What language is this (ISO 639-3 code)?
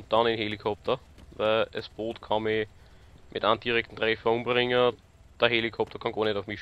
bar